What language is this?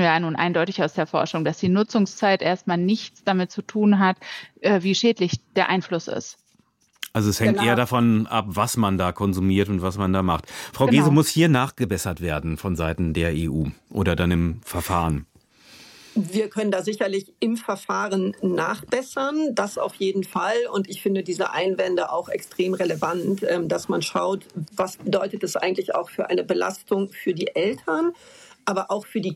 German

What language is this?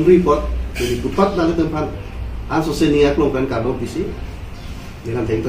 Karbi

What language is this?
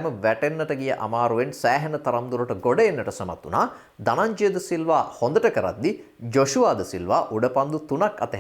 Sinhala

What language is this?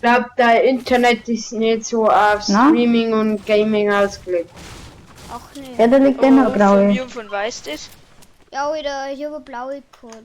Bavarian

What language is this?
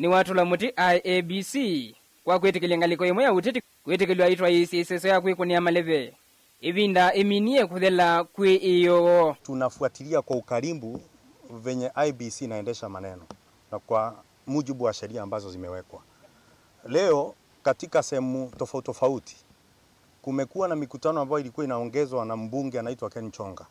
Kamba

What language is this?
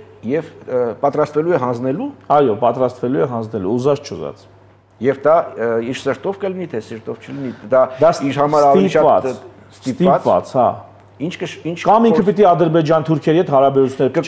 Armenian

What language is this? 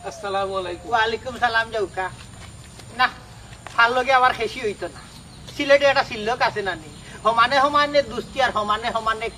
Sylheti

